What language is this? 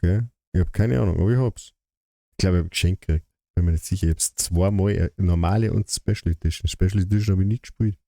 Bavarian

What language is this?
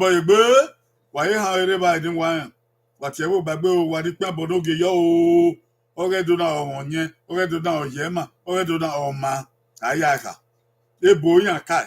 Bini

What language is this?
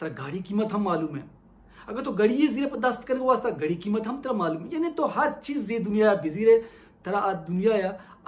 Baluchi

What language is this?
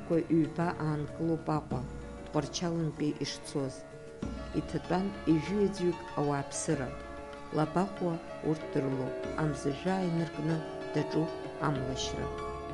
Abkhazian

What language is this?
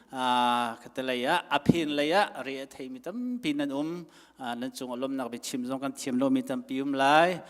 Hakha Chin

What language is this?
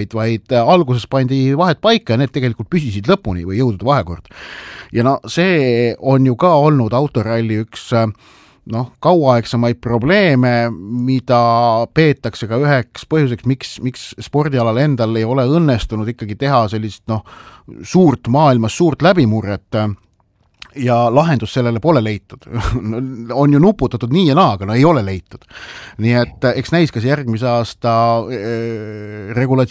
Estonian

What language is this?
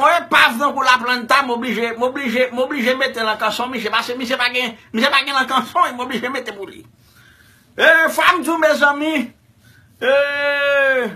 Haitian Creole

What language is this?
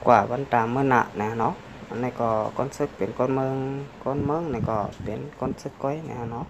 Shan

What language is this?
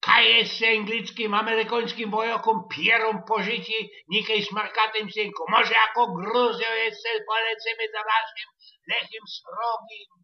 Silesian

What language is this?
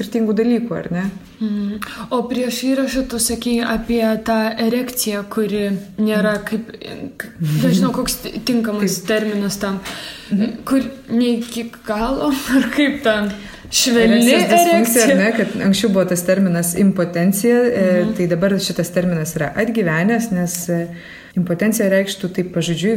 Lithuanian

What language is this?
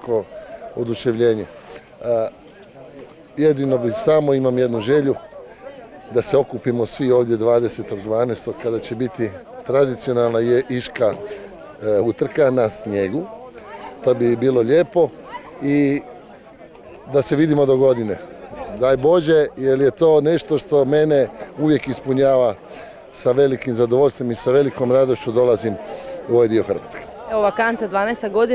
Croatian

